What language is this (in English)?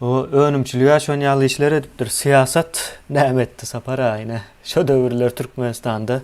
Turkmen